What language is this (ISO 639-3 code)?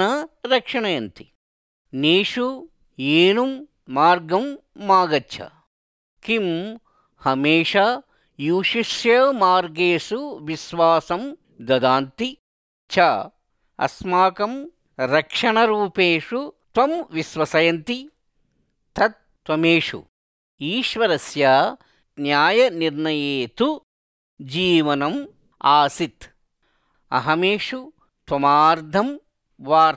san